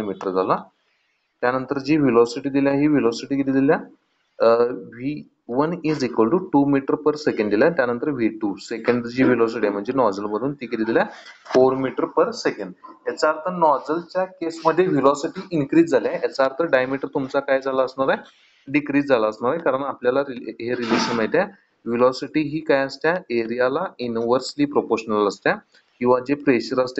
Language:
Marathi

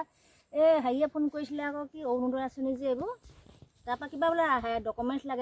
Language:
Assamese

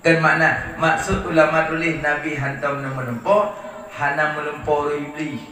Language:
Achinese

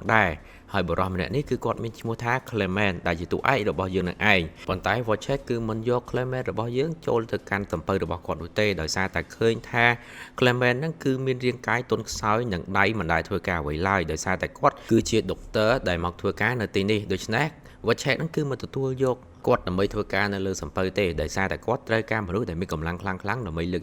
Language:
Khmer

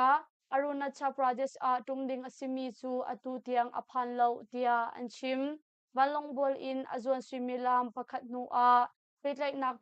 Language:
Hakha Chin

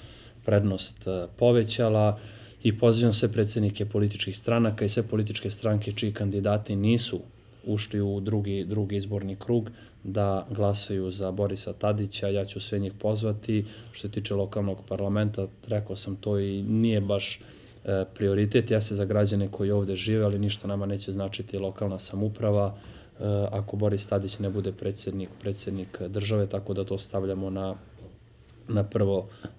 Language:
Serbian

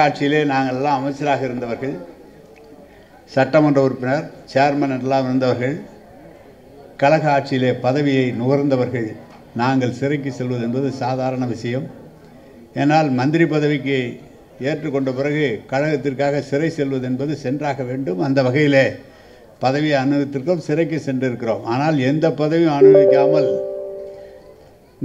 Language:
Tamil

